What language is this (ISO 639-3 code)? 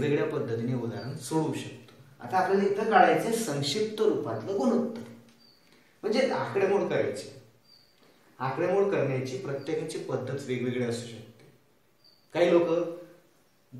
mar